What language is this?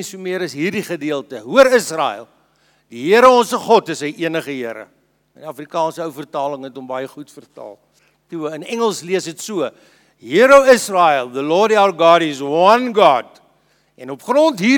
Afrikaans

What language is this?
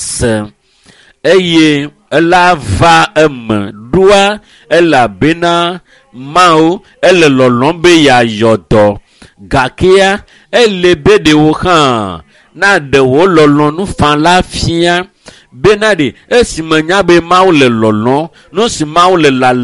Ewe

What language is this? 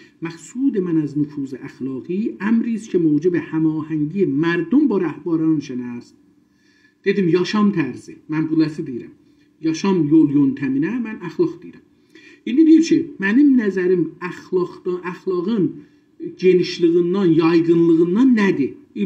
South Azerbaijani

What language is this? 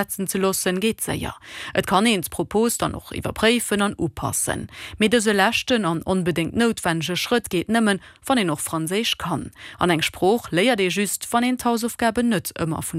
Luxembourgish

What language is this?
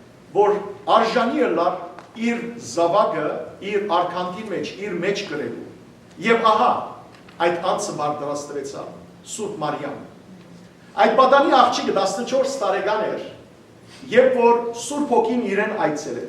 Western Armenian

